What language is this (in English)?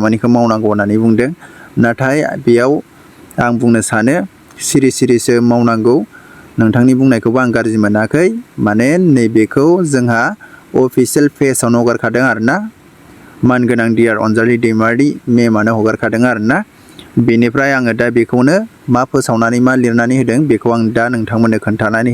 Bodo